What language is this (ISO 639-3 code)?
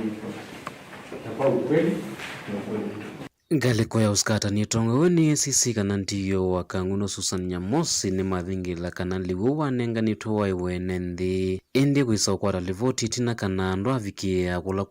kam